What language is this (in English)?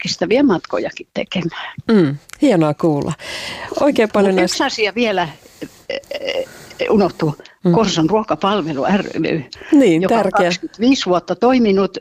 Finnish